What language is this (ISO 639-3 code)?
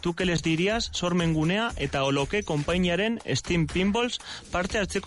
eus